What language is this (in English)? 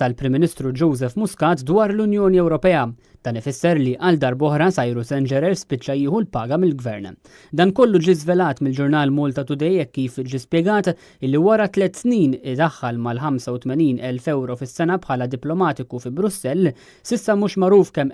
Maltese